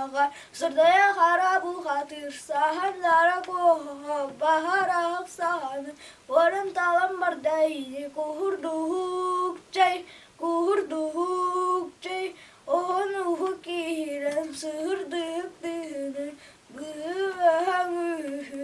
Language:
Yakut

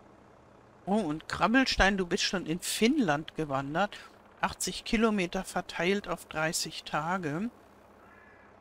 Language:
German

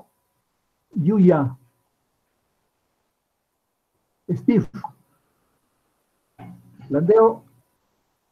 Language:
Spanish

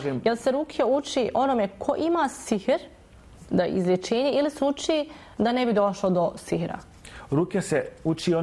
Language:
Bosnian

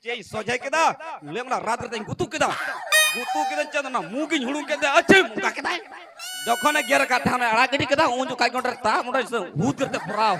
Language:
Santali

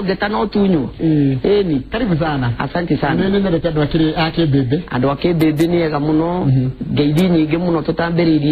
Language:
Kikuyu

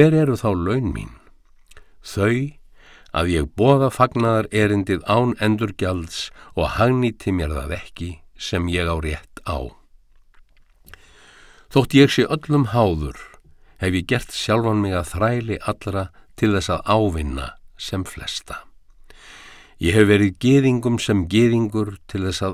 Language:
Icelandic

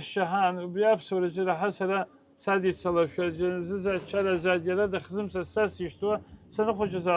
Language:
Abkhazian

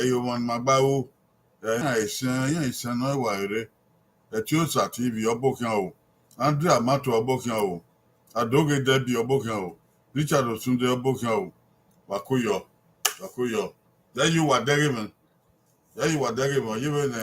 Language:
Bini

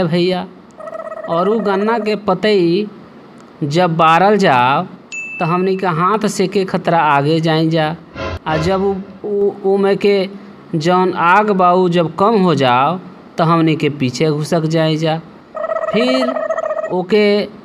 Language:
Bhojpuri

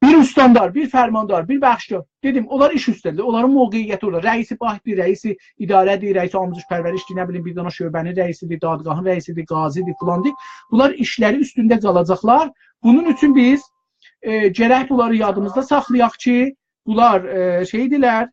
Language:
South Azerbaijani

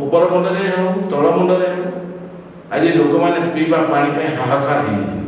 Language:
Odia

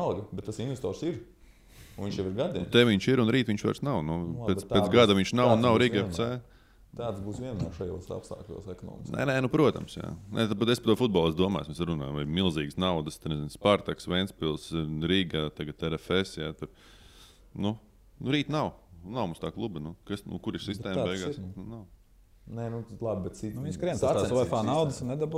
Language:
Latvian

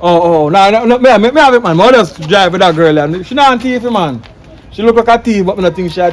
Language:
Jamaican Creole English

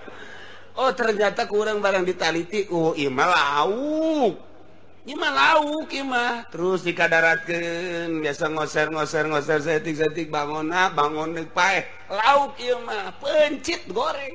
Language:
Sundanese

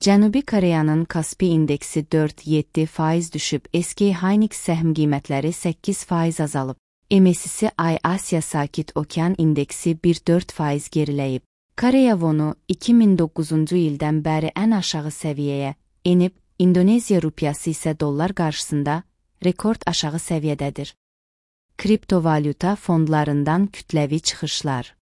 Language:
Azerbaijani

